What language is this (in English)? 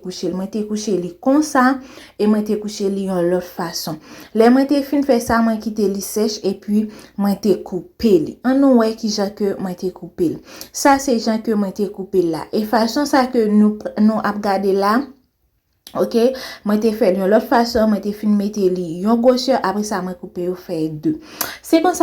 Haitian Creole